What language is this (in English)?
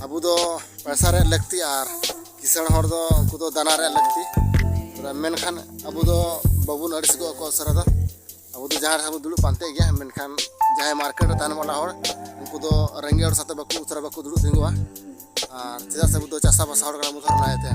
Santali